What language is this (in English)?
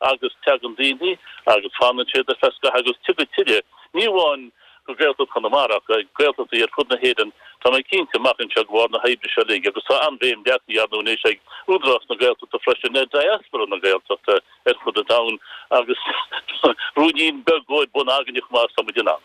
Irish